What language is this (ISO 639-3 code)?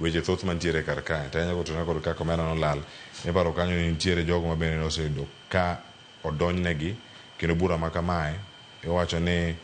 luo